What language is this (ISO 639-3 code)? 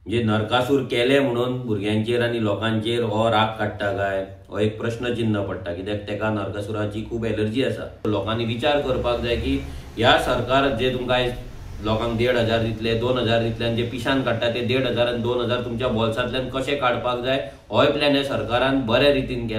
kok